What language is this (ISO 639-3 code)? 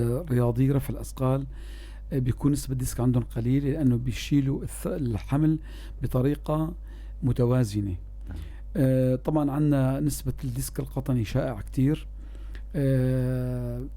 apc